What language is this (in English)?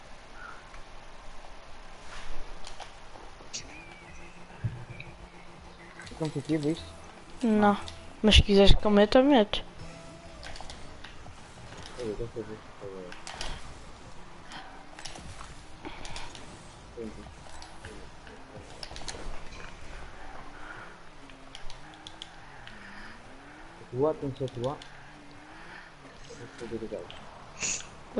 Portuguese